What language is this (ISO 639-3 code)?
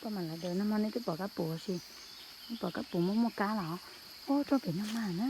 hmn